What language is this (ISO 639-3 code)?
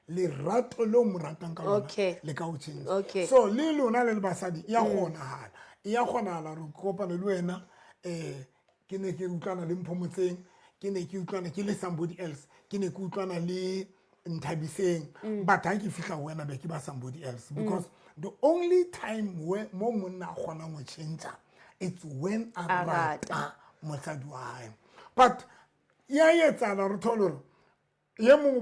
sot